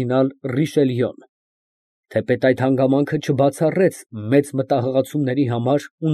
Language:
Armenian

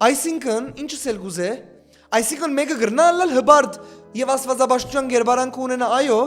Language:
Western Armenian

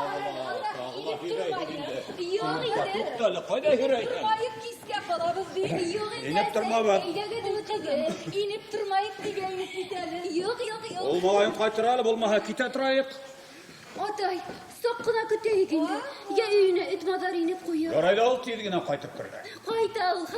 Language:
Bashkir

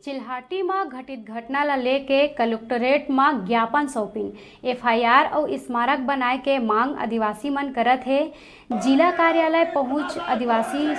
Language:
Chhattisgarhi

